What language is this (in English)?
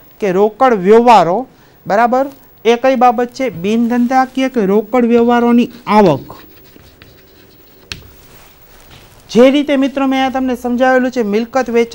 Gujarati